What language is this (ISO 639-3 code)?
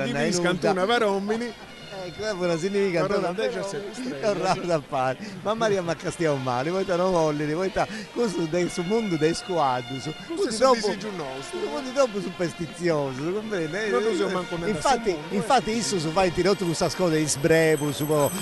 srd